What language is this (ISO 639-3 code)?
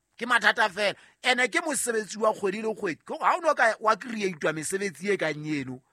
sot